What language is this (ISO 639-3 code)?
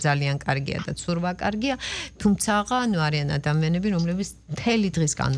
kat